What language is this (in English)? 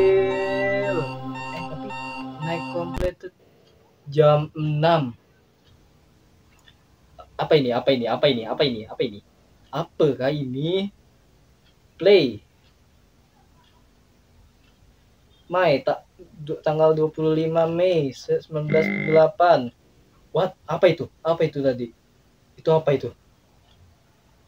Indonesian